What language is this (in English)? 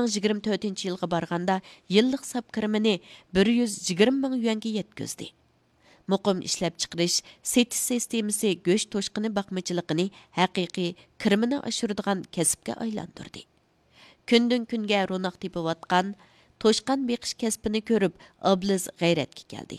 Uyghur